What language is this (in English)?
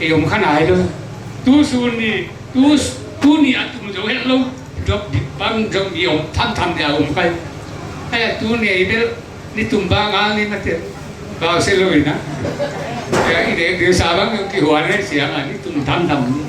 Tedim Chin